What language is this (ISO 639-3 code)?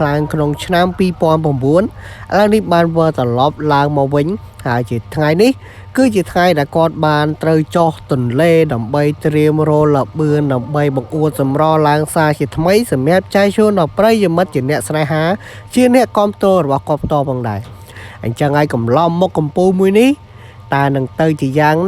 khm